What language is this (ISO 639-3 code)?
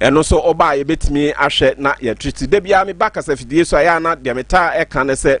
aka